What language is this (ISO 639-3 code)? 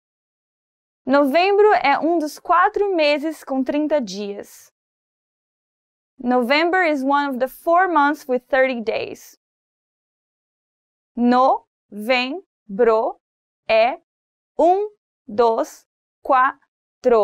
por